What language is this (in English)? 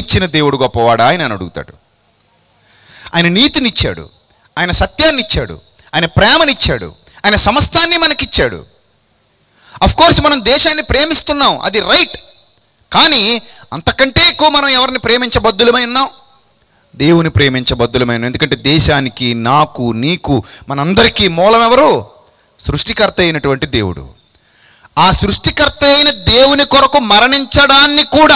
Telugu